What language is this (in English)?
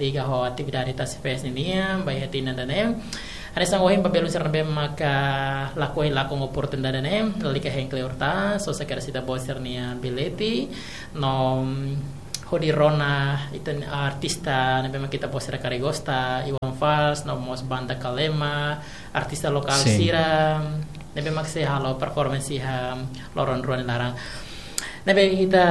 Tetum